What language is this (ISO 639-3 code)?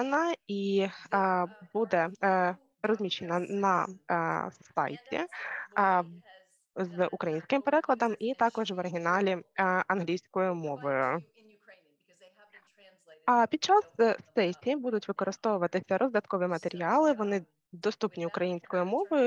ukr